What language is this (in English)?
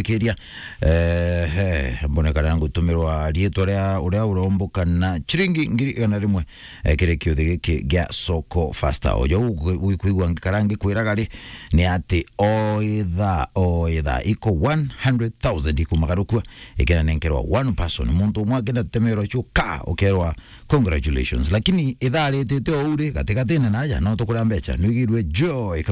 Meru